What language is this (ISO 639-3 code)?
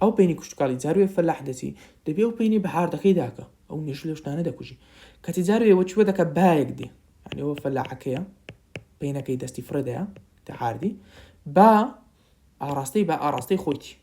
ckb